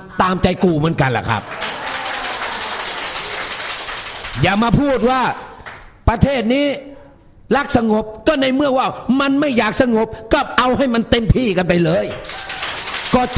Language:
Thai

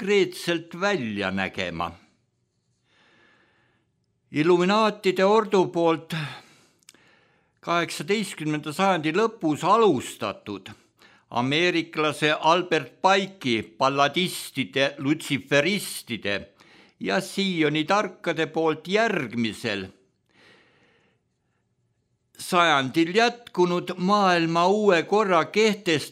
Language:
Estonian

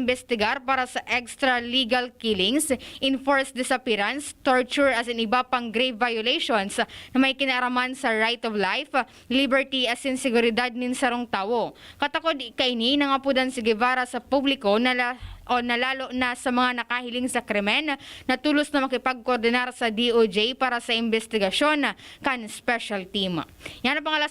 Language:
Bikol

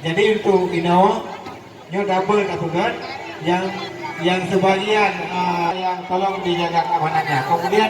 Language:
Achinese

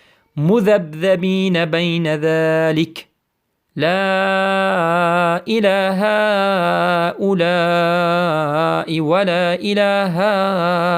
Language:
Persian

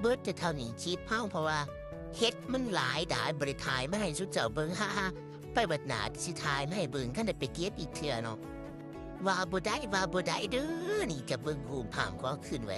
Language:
Northeastern Thai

